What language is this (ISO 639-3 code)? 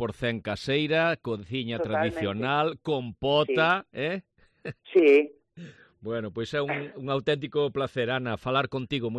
glg